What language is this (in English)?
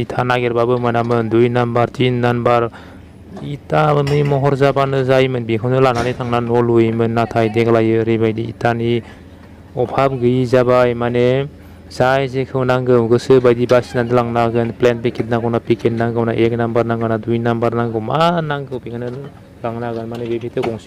Bodo